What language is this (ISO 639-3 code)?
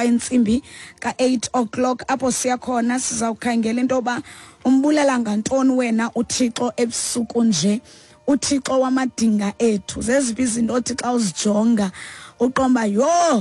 xho